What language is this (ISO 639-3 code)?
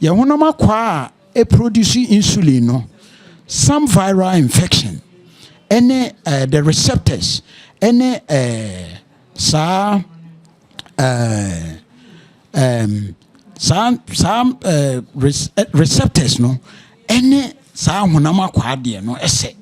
aka